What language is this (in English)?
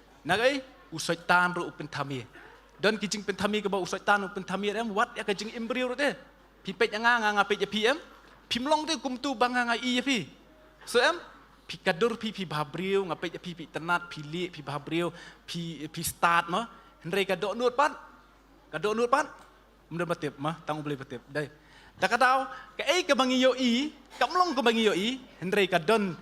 Khasi